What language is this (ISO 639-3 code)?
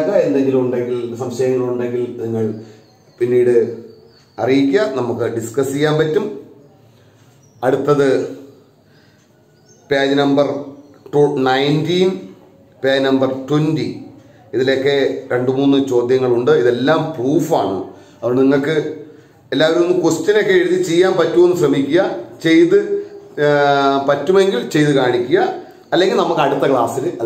mal